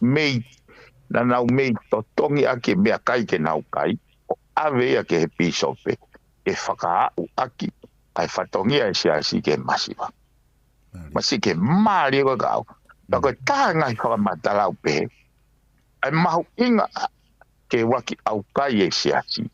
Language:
Tongan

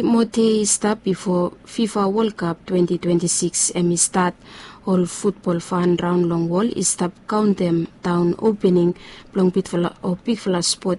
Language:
Bislama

